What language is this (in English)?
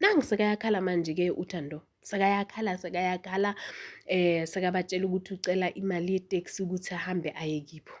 Zulu